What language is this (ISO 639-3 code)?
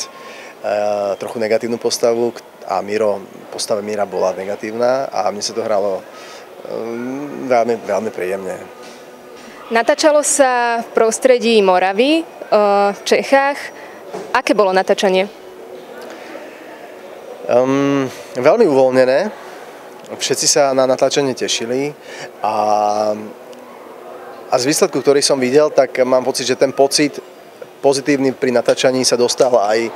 slk